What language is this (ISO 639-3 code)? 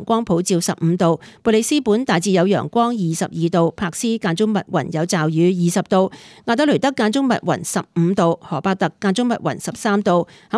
yue